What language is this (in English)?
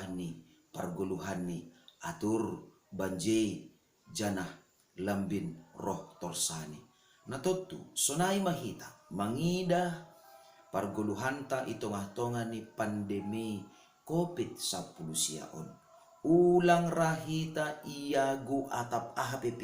Batak Simalungun